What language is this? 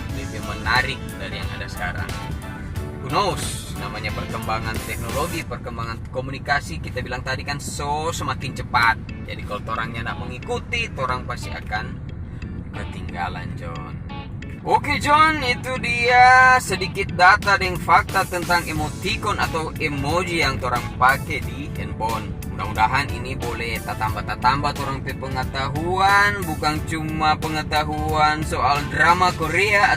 Manado Malay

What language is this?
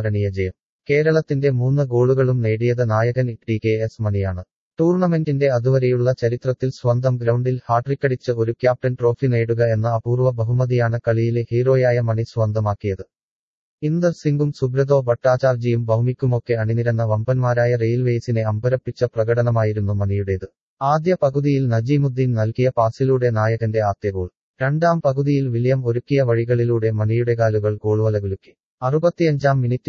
Malayalam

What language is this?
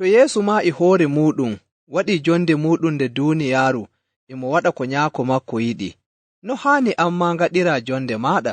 Nigerian Fulfulde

